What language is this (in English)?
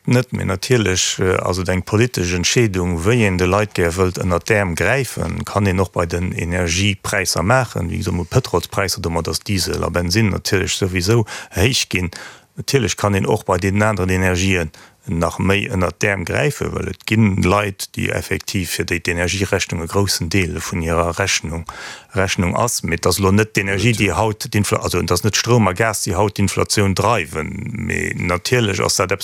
Luxembourgish